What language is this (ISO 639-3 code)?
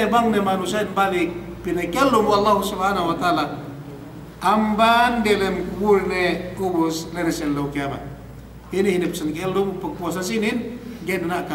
yka